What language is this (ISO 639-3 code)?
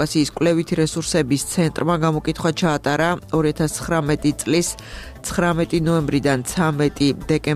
kat